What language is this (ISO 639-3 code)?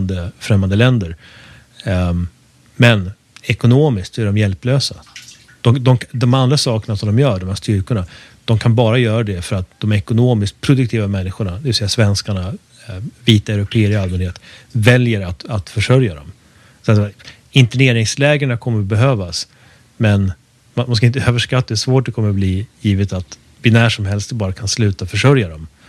swe